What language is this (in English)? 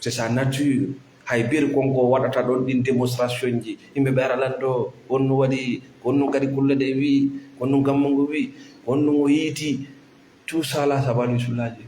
Fula